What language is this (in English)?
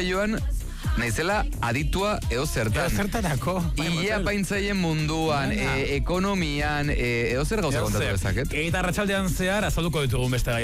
Basque